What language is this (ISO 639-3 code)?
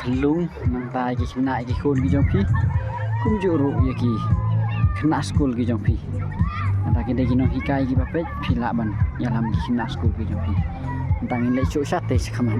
kha